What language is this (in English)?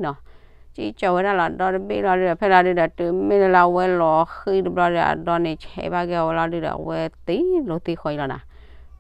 S'gaw Karen